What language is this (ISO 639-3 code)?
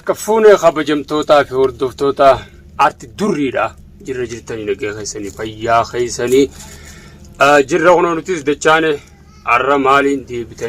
orm